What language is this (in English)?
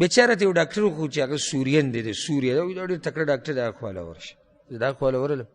Pashto